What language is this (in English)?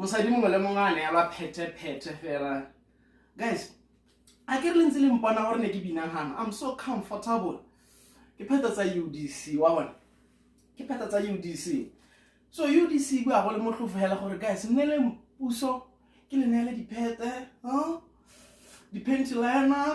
Tswana